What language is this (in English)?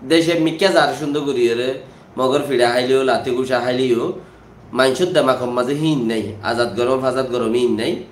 Rohingya